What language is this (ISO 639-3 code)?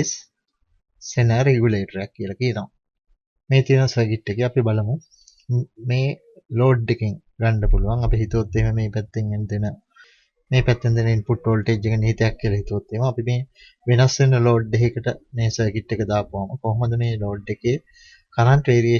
sin